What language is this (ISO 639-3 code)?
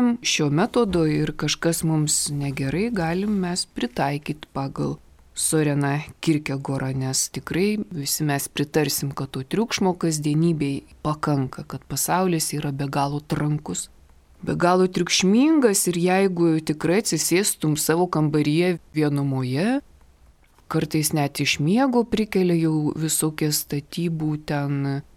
lit